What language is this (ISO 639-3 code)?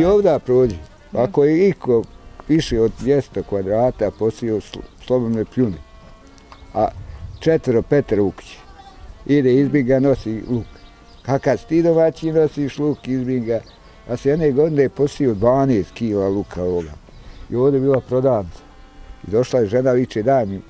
bos